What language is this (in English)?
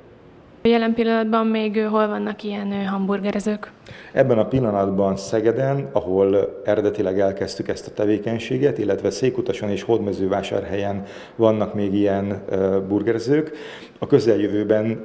Hungarian